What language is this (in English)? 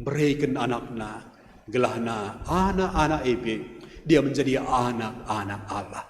Batak Karo